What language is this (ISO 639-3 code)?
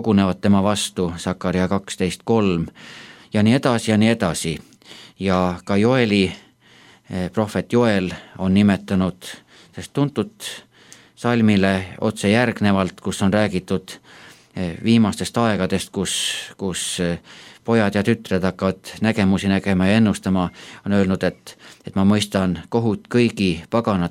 est